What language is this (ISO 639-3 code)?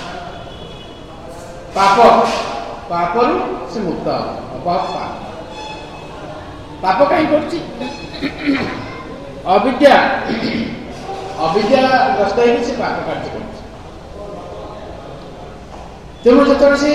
ori